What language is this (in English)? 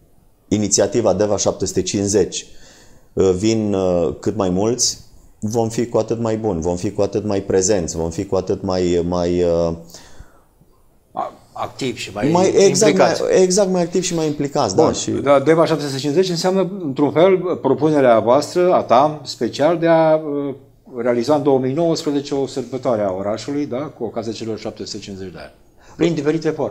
Romanian